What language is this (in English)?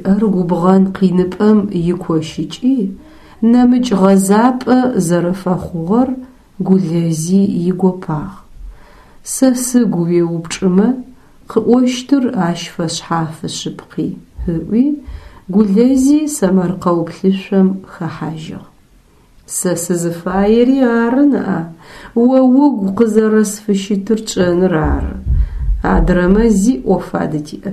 Adyghe